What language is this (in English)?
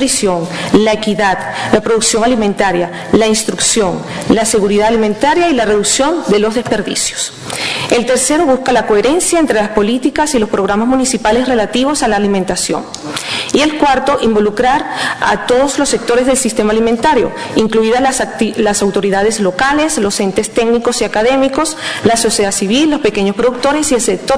Spanish